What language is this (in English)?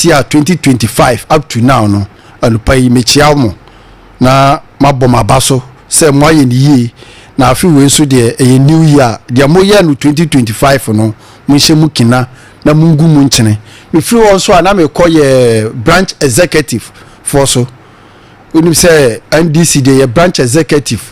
Akan